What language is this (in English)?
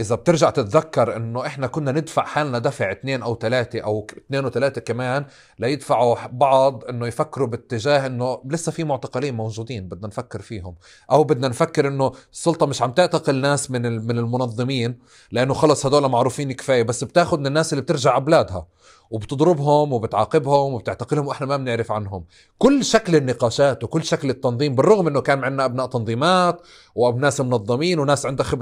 North Levantine Arabic